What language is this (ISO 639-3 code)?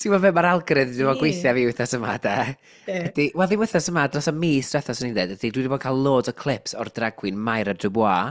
cym